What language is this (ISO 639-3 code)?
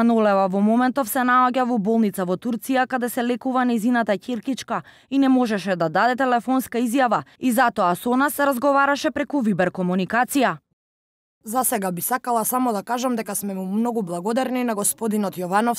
mkd